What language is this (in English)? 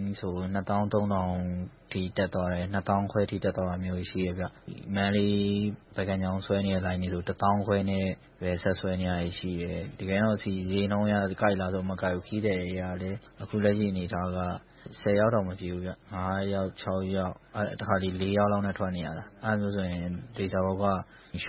Burmese